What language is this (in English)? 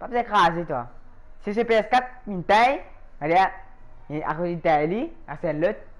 Morisyen